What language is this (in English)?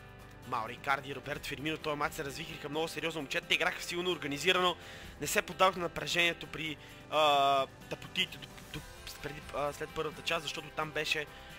Bulgarian